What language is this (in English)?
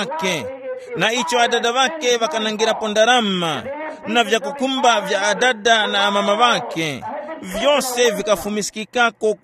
Tumbuka